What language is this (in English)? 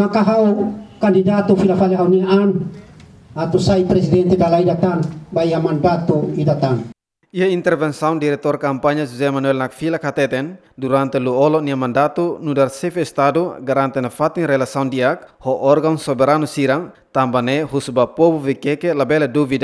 Tetum